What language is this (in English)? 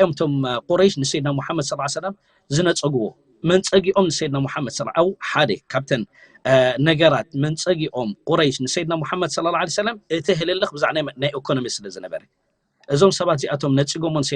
Tigrinya